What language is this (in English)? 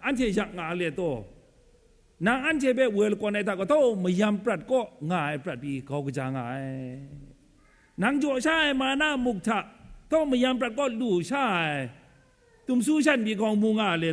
Kachin